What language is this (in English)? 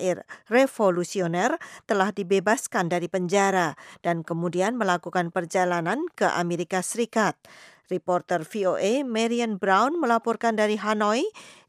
Indonesian